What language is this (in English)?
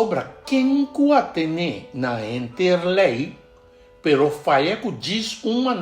Papiamento